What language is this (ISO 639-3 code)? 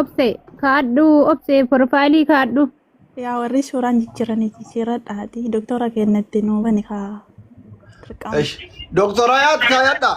orm